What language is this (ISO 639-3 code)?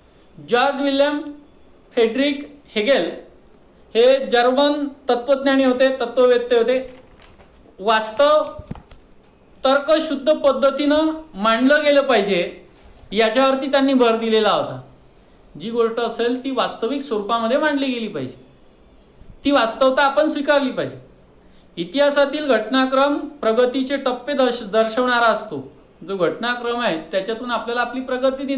mar